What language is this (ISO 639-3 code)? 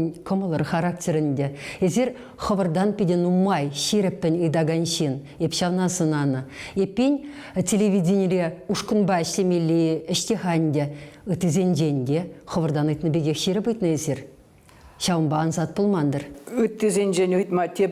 chv